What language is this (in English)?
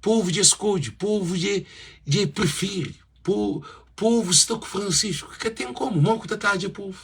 Kabuverdianu